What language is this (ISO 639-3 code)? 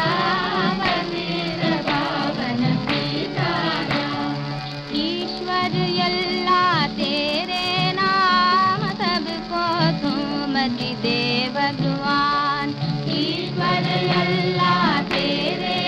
hin